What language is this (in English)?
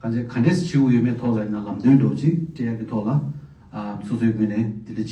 Tibetan